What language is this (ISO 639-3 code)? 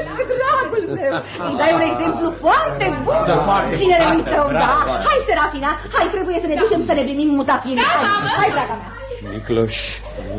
ron